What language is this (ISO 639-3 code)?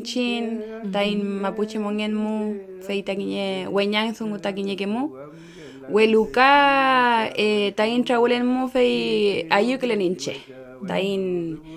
arn